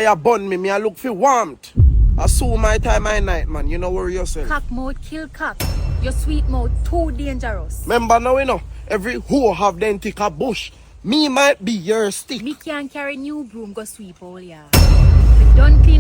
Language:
Jamaican Creole English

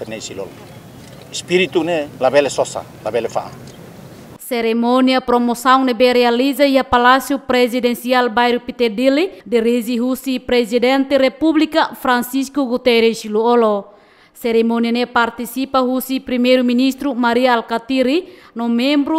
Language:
Tetum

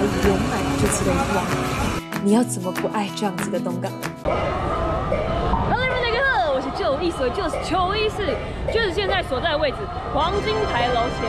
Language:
Chinese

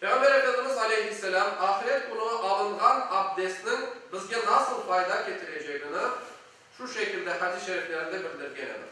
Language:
Crimean Tatar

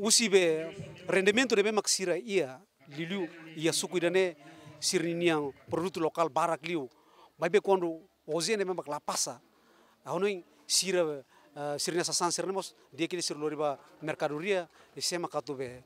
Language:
Tetum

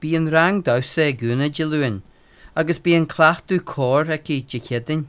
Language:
Irish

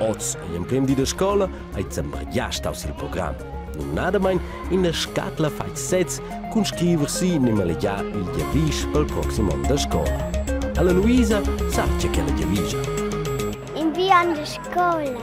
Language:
Romansh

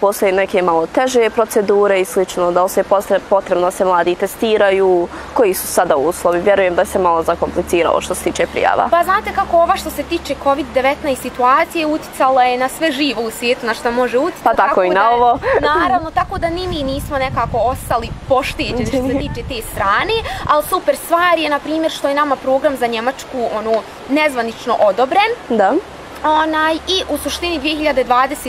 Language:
Bosnian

